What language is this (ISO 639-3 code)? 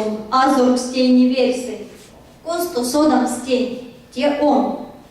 myv